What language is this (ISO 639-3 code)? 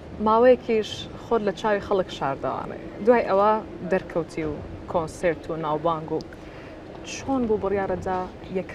ckb